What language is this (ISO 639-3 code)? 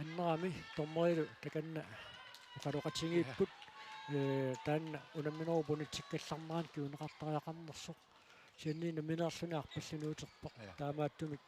kal